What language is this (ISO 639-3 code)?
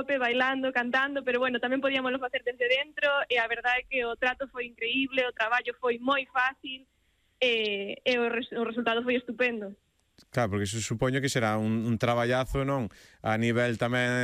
glg